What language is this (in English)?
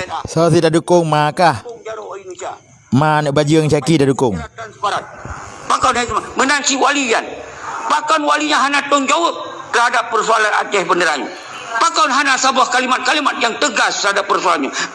Achinese